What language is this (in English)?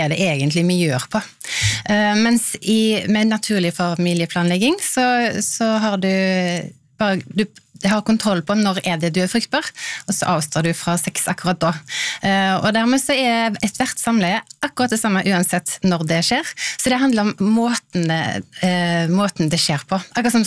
Norwegian